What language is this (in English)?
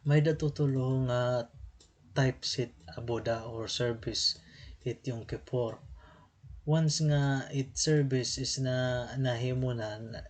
Waray